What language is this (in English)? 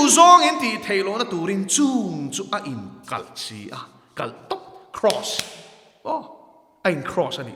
Mizo